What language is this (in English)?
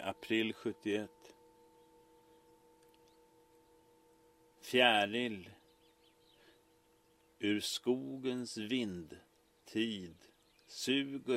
Swedish